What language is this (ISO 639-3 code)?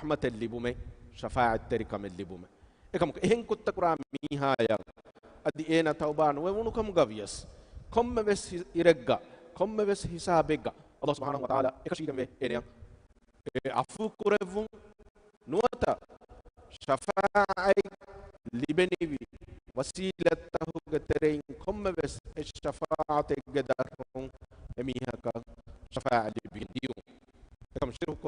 div